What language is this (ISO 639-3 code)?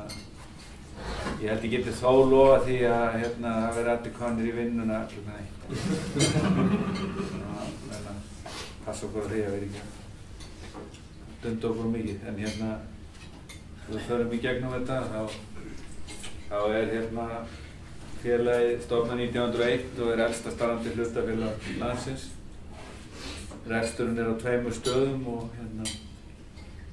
isl